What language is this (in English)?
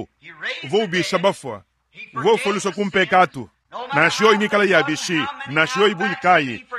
Luba-Lulua